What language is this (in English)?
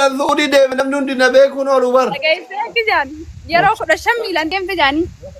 Oromo